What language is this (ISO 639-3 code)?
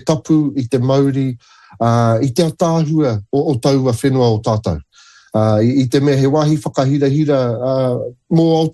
mri